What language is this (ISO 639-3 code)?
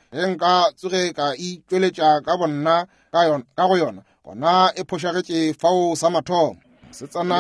nso